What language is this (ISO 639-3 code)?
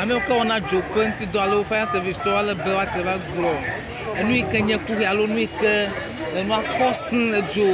ewe